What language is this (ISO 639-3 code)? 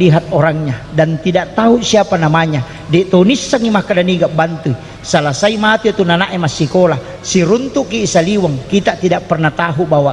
bug